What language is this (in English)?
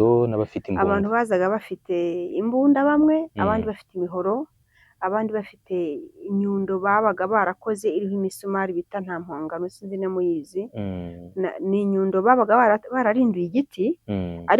Kinyarwanda